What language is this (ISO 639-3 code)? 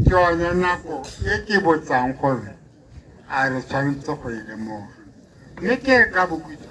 tsn